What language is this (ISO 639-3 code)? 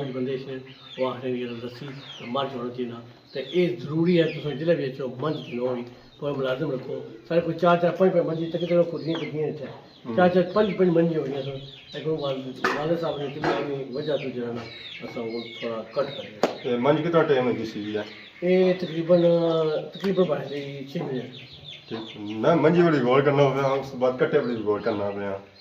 phr